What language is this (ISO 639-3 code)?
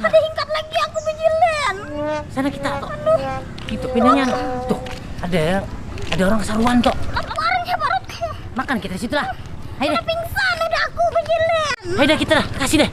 bjn